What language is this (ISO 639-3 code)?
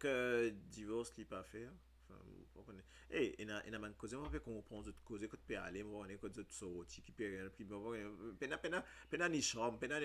mfe